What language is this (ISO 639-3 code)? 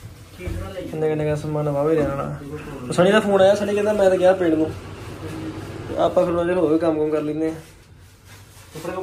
pan